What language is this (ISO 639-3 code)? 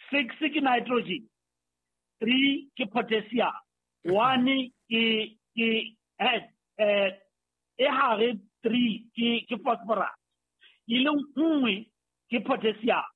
sot